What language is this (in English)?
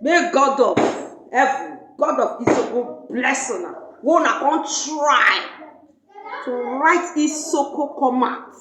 Nigerian Pidgin